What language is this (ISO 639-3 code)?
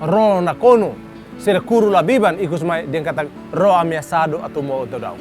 tet